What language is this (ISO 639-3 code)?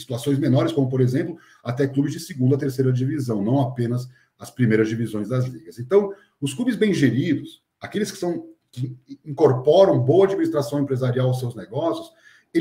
por